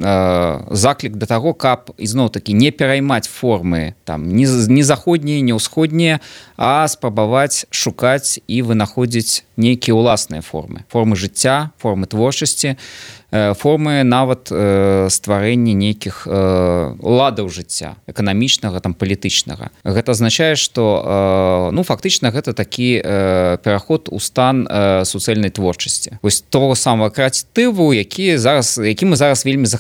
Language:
Belarusian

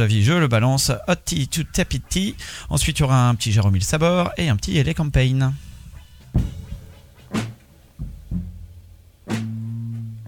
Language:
French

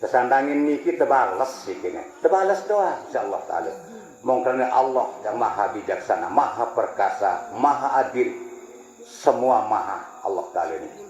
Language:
Sasak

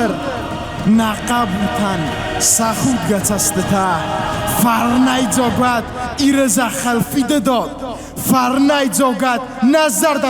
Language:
Ossetic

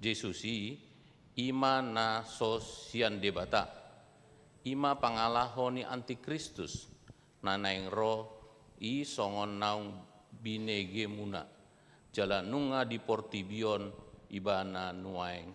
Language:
Batak Toba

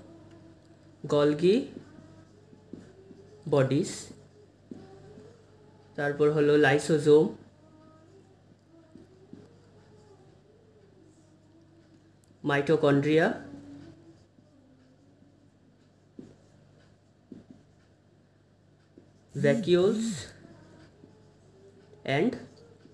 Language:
Bangla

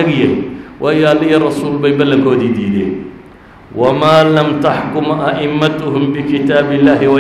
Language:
Somali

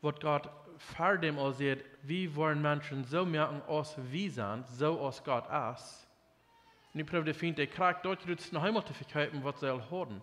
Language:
Plautdietsch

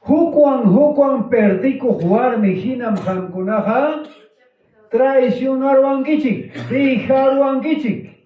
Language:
Ayacucho Quechua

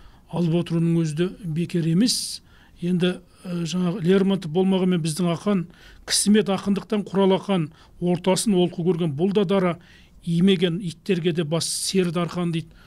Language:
Kazakh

